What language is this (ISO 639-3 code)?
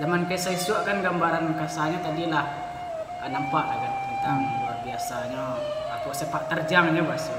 min